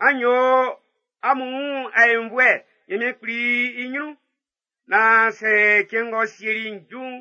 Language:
Baoulé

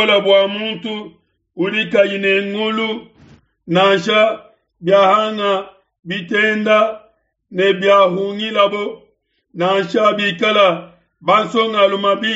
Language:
Luba-Lulua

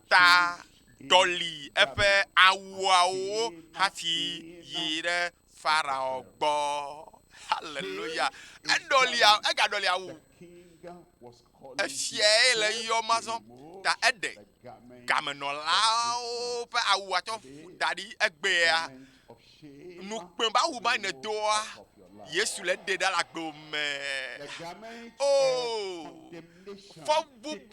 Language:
Ewe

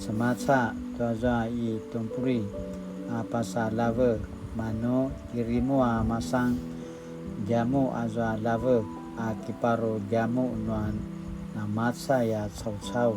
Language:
Paiwan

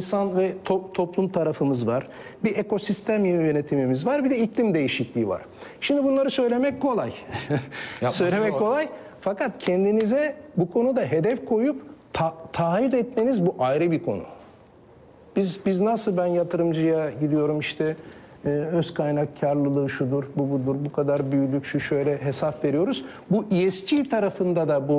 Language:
Turkish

